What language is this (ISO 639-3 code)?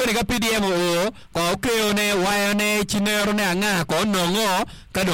ach